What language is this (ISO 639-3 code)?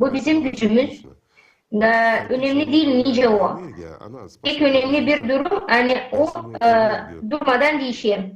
gag